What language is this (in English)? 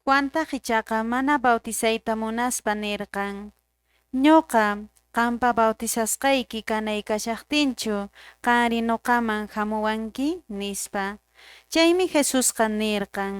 Quechua